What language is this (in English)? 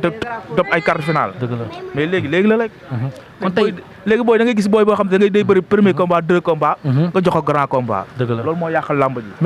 Wolof